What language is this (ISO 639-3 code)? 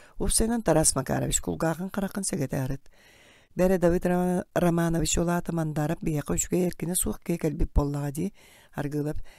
sah